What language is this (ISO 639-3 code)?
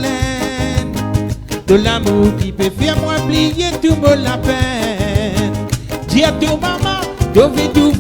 mfe